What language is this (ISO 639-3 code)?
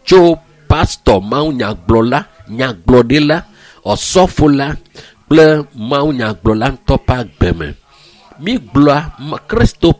ewe